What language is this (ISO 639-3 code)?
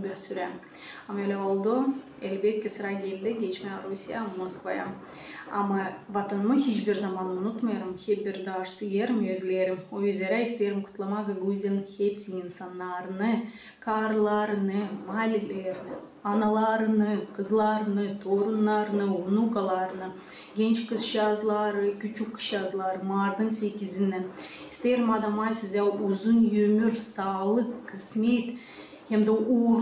gag